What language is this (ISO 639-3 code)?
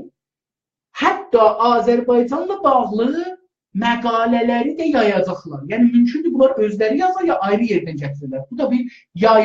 azb